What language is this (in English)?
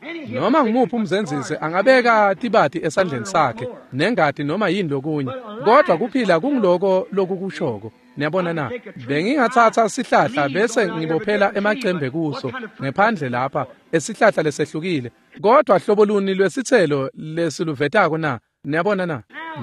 Swati